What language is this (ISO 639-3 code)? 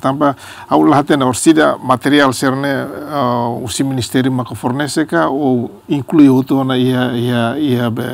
tet